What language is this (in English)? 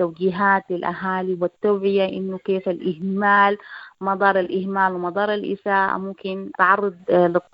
Sudanese Arabic